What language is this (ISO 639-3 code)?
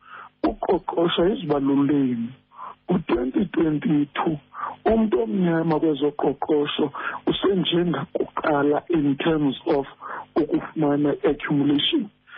xho